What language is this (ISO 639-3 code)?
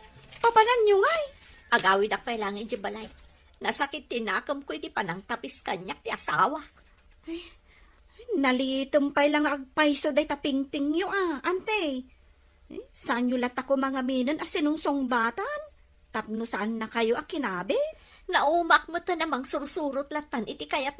ilo